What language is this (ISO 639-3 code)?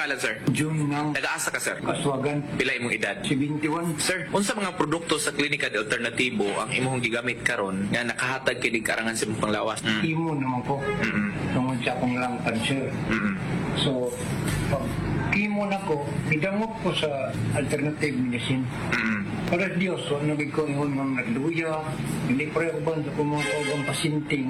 ceb